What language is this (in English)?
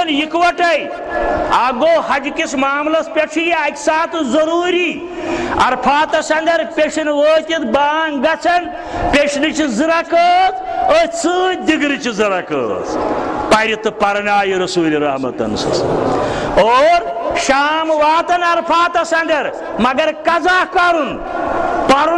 Kashmiri